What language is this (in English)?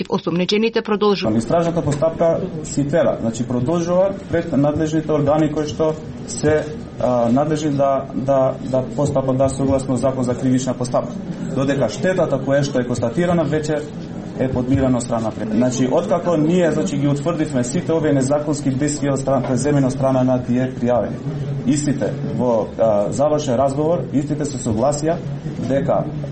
Macedonian